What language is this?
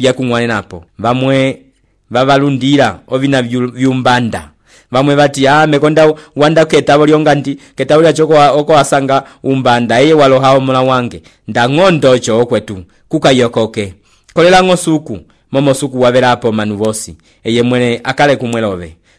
Umbundu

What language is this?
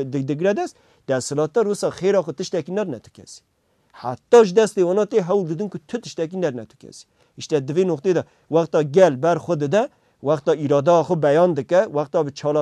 Kurdish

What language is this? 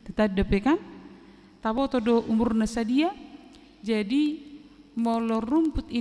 Batak Toba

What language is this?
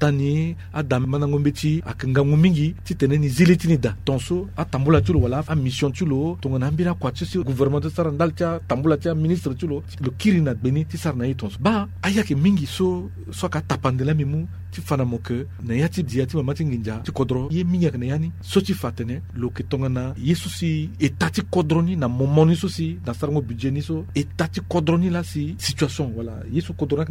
Sango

